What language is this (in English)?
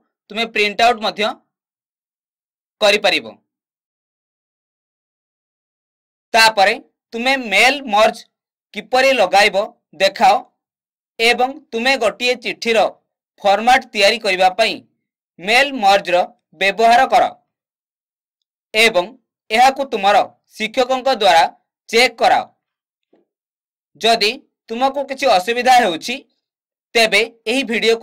Odia